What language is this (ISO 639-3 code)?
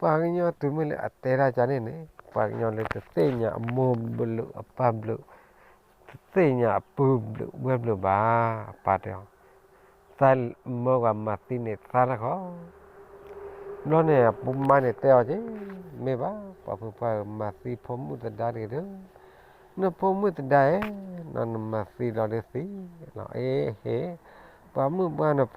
ksw